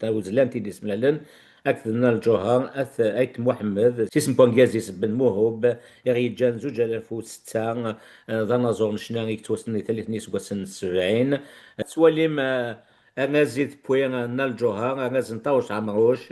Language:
Kabyle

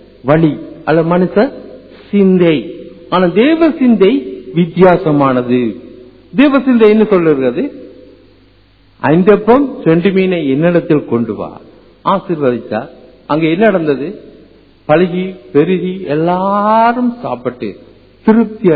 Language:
Tamil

